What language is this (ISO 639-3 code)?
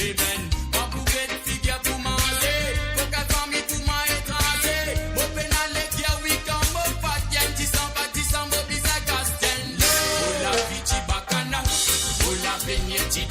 mfe